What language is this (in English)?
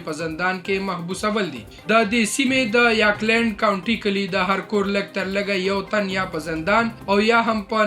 Pashto